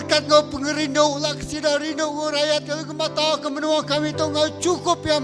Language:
Iban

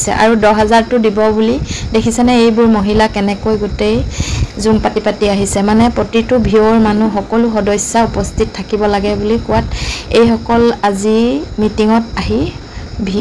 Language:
Assamese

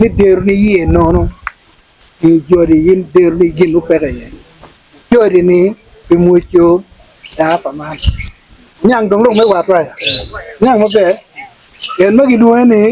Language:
Acoli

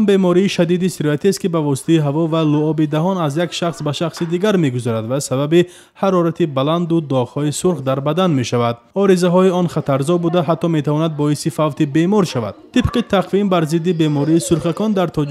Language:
Tajik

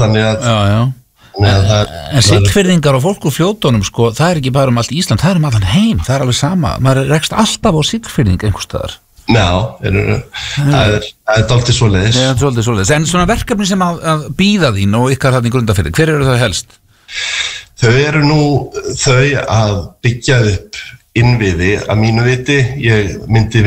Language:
Icelandic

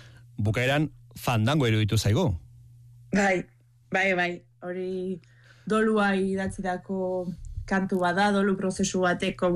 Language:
Basque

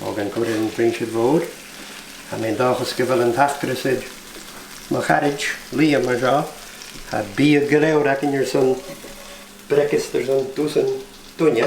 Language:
Scottish Gaelic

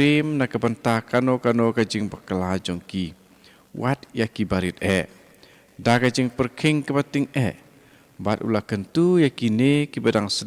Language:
Khasi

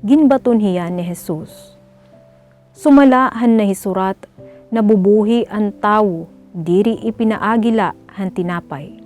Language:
Waray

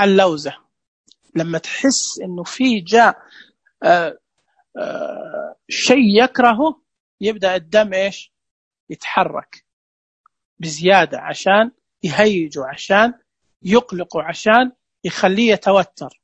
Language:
Najdi Arabic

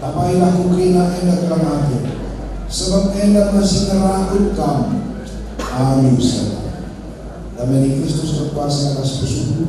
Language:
Batak Karo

